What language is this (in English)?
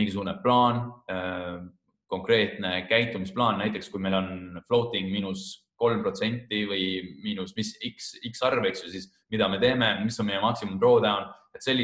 Estonian